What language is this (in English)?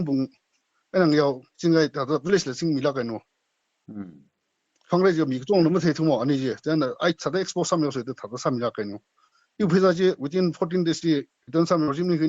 Tangkhul Naga (India)